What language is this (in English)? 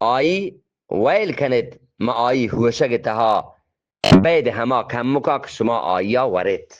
Eastern Balochi